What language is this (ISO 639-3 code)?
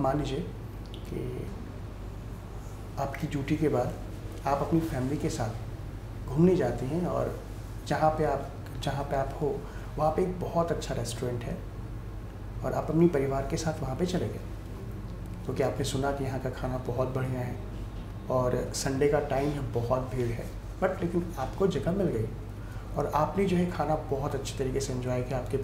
hin